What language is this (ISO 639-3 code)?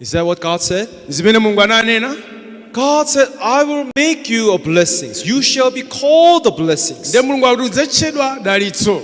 nya